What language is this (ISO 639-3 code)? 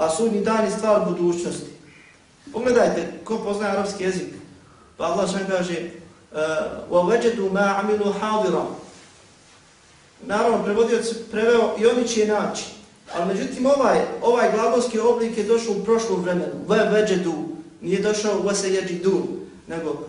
bos